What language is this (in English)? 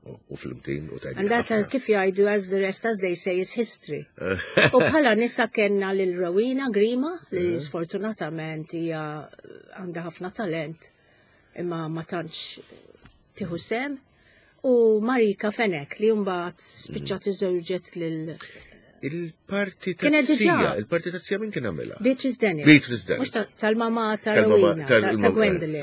Maltese